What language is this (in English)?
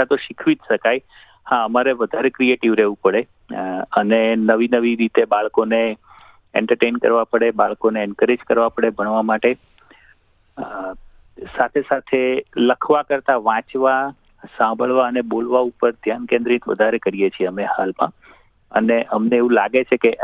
Gujarati